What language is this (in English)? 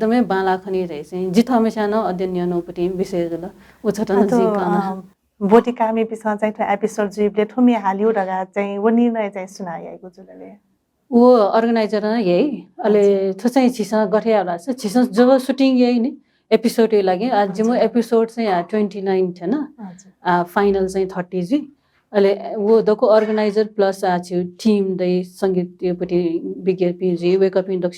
Newari